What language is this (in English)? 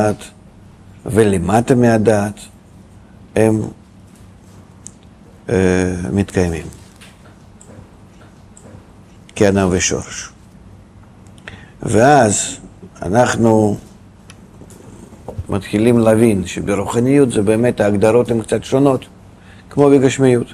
Hebrew